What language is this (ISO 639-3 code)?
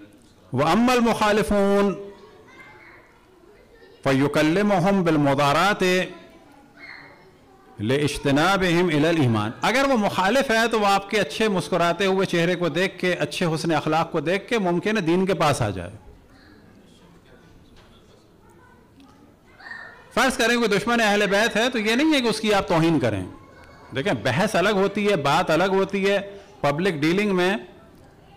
urd